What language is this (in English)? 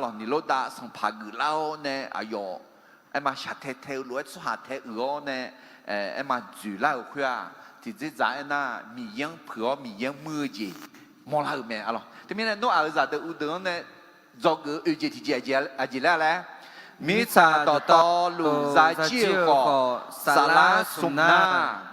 Akha